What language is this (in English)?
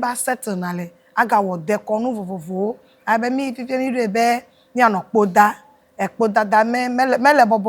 Ewe